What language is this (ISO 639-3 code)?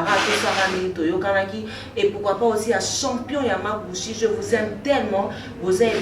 lin